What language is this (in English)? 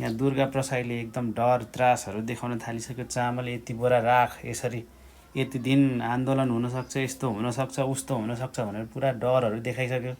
Nepali